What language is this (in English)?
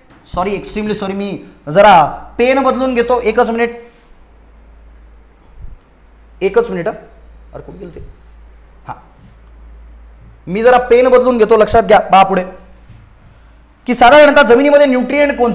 Marathi